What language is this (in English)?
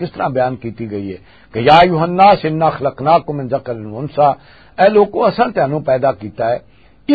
Western Panjabi